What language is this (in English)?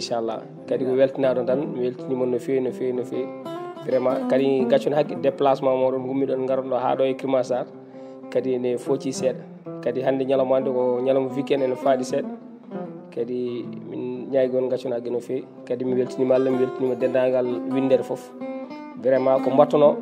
Fula